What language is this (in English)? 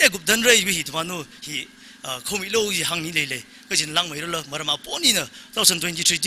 Tangkhul Naga (India)